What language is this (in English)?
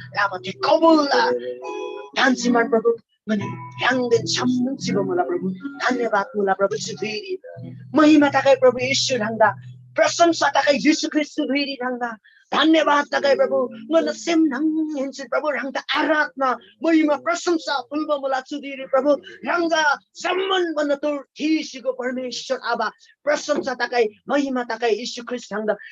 Eastern Tamang